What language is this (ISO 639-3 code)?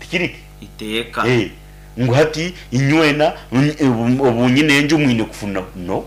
nyn